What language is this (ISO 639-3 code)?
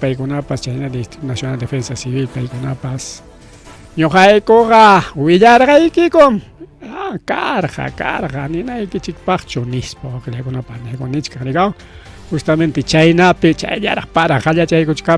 quy